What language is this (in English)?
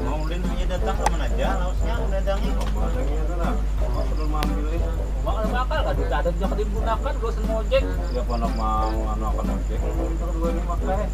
Banjar